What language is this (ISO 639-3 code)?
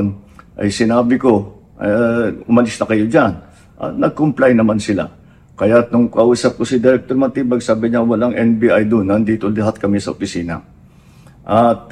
fil